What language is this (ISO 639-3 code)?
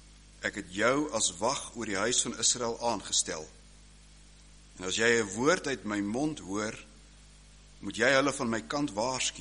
afr